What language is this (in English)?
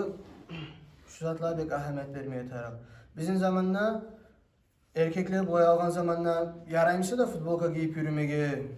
Kumyk